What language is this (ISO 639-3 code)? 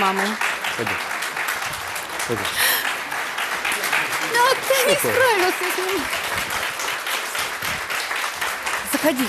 rus